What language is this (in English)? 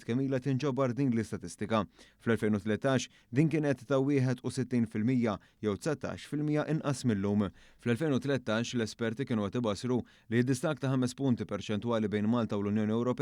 Maltese